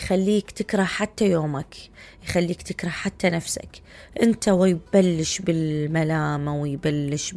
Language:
Mesopotamian Arabic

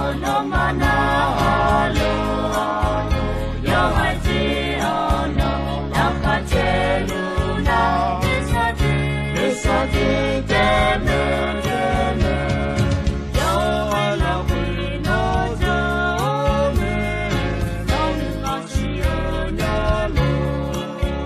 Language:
Akha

